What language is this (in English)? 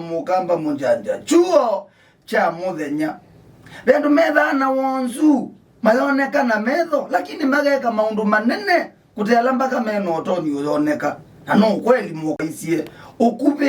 Kamba